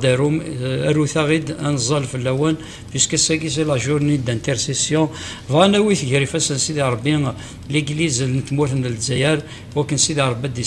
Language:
Kabyle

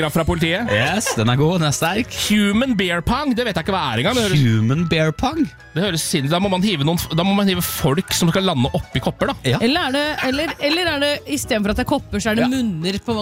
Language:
Norwegian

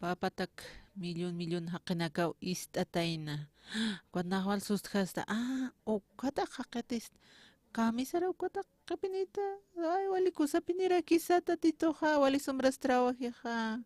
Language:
Aymara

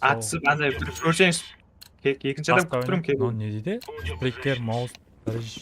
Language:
Kara-Kalpak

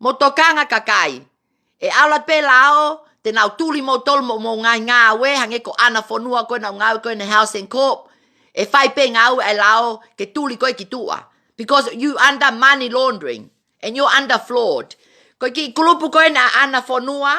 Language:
Tongan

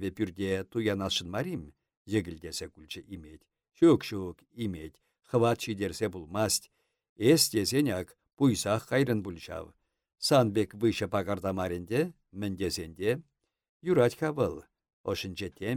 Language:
Chuvash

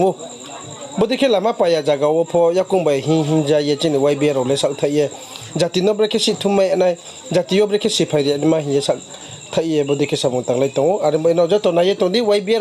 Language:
Riang (India)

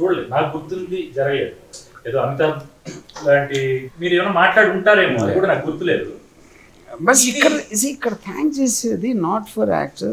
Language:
Telugu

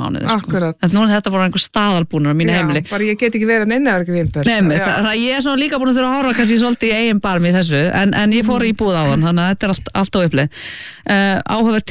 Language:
Icelandic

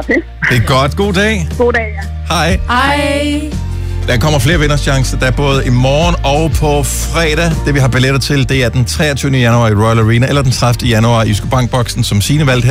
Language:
Danish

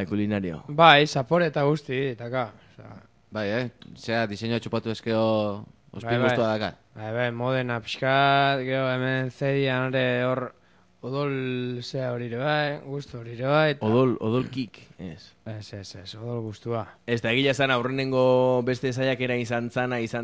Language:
Basque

